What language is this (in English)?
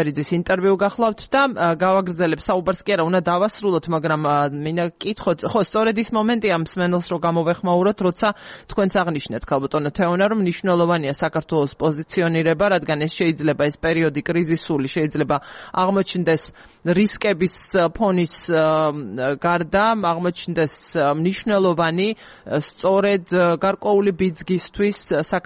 Georgian